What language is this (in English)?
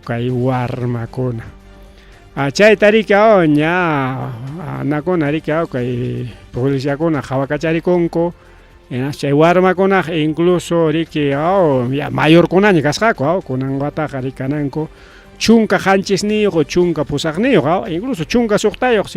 Ayacucho Quechua